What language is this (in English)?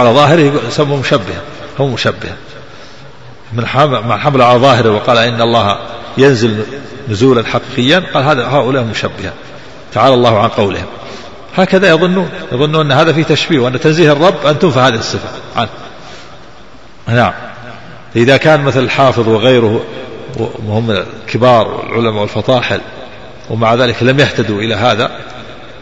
Arabic